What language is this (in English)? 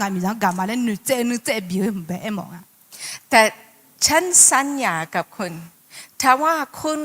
Akha